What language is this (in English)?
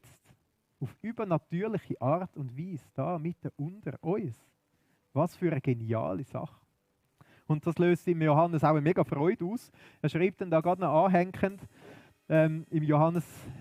Swiss German